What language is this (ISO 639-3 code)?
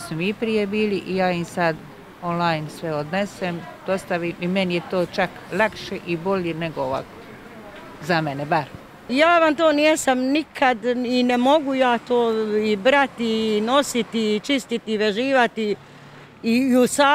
hrv